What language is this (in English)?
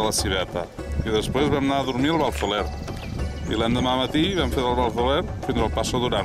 Catalan